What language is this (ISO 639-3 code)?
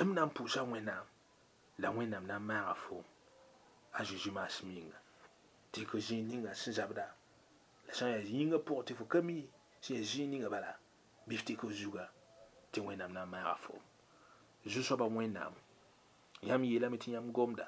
mos